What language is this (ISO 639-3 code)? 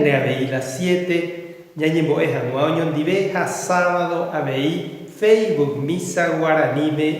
grn